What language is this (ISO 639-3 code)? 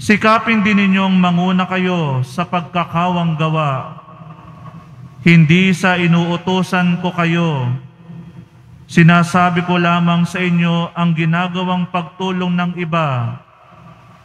fil